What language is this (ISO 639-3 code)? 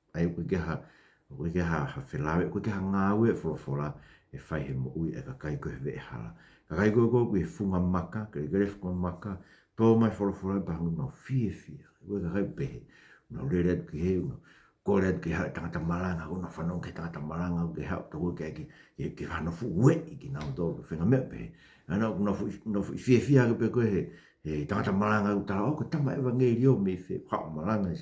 ton